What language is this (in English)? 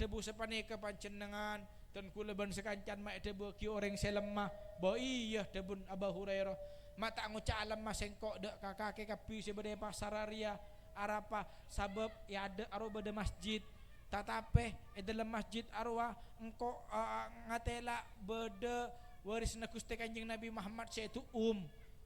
Madurese